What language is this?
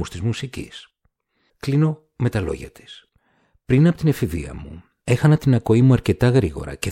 Greek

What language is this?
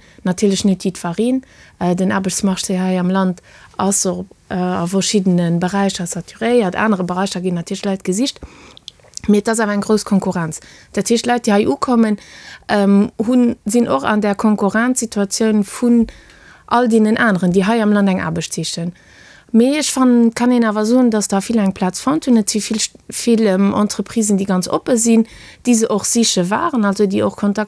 Luxembourgish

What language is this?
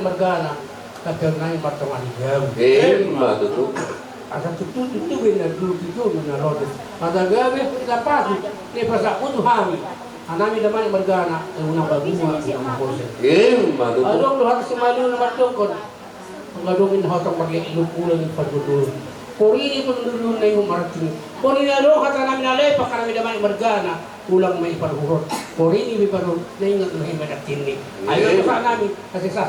Batak Toba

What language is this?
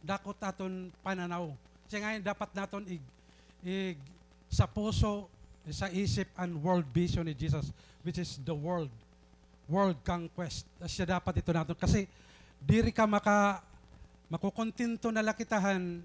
Waray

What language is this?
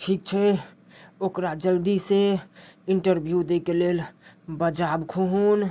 Maithili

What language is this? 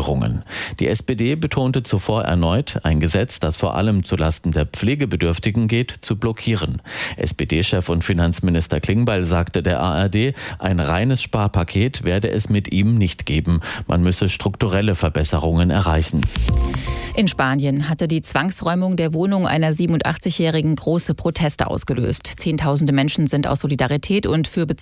German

